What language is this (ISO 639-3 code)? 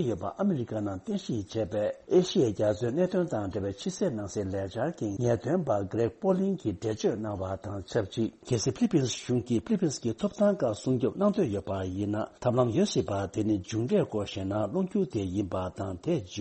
bod